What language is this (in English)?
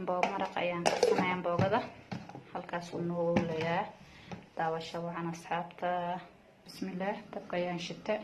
Somali